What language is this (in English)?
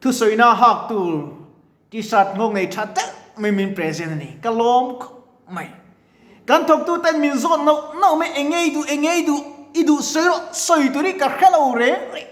Mizo